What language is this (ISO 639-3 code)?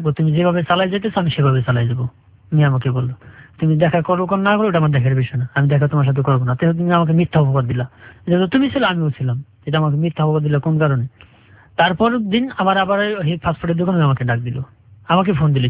ben